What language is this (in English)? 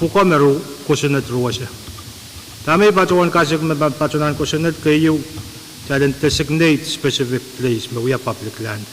Pohnpeian